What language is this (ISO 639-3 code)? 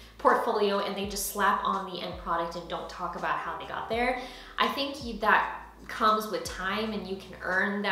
eng